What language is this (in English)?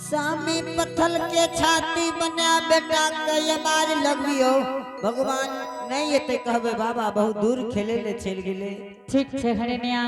Angika